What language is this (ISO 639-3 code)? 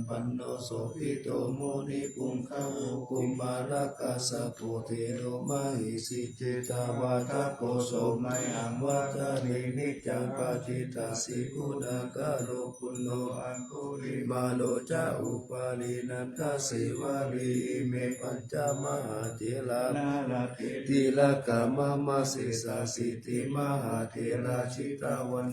pli